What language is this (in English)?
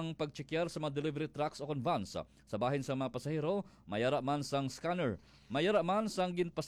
Hiligaynon